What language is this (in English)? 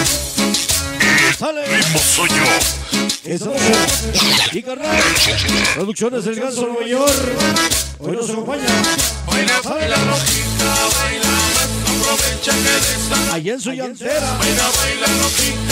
Spanish